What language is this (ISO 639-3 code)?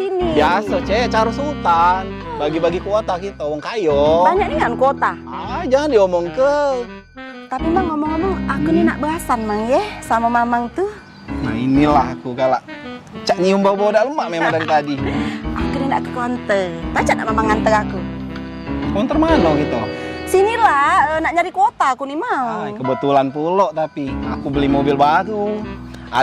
mui